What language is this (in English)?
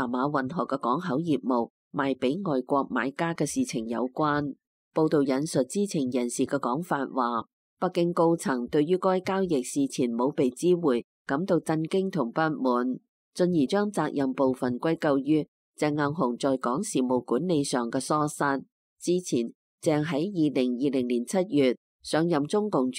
Cantonese